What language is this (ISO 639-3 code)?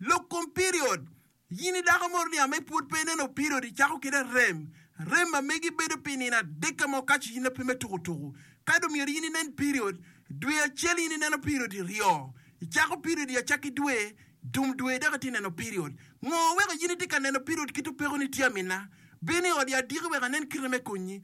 ach